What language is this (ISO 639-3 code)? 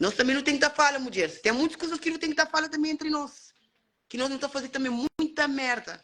kea